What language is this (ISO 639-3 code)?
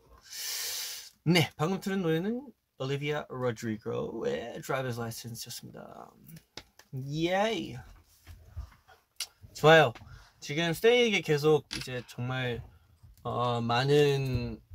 kor